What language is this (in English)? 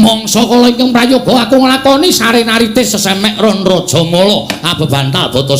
Javanese